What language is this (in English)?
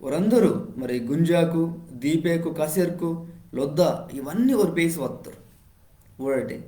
Koya